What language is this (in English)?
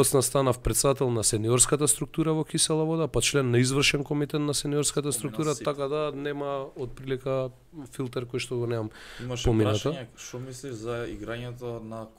Macedonian